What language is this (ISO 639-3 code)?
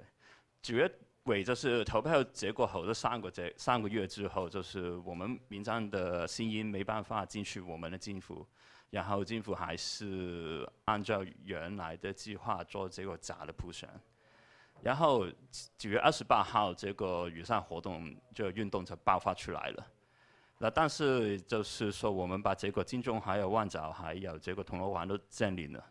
zho